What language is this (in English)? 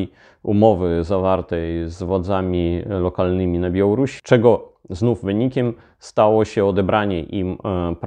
Polish